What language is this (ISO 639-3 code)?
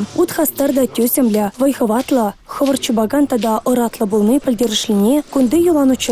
chv